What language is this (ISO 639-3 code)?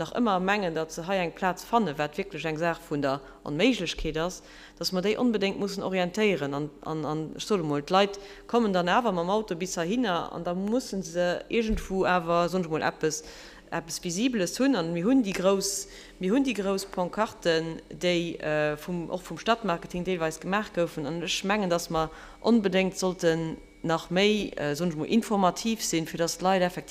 ltz